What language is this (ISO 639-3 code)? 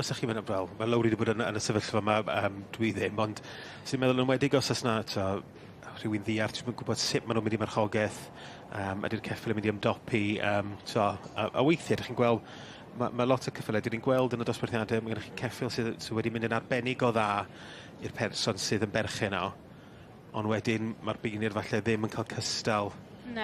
cym